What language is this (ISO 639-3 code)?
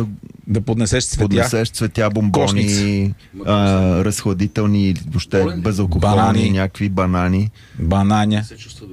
bul